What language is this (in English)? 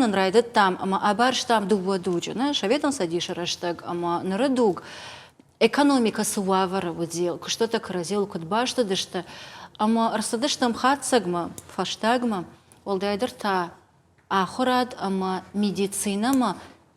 Ossetic